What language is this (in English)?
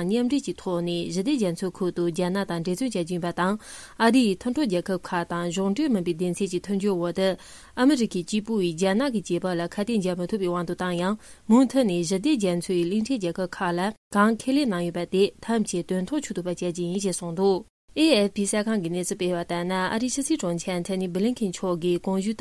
Tibetan